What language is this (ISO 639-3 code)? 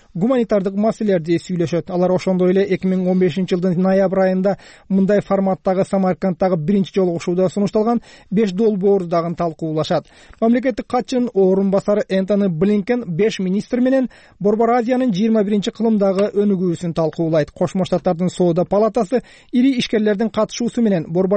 kir